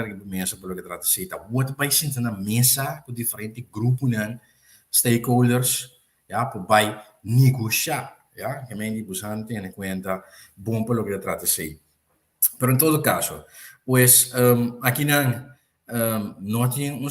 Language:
Papiamento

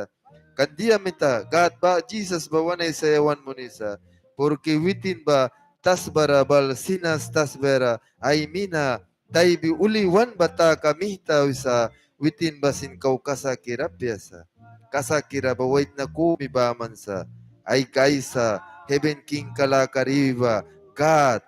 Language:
Mískito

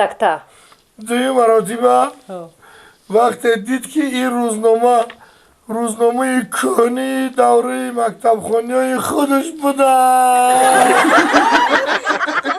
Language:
Tajik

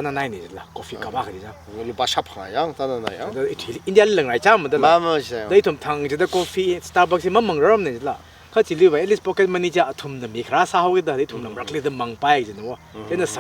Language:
Tangkhul Naga (India)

